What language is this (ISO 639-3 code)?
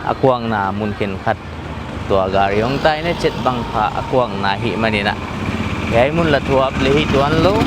pck